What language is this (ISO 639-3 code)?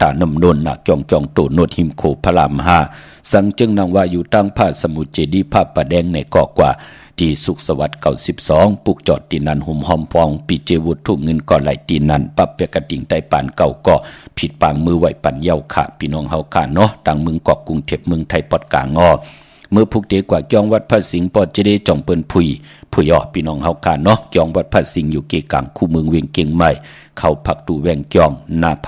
shn